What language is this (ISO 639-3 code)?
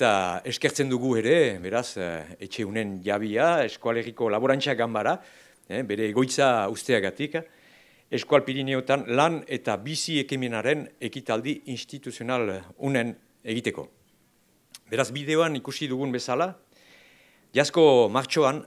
eus